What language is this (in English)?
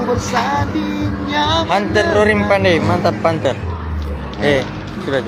Manado Malay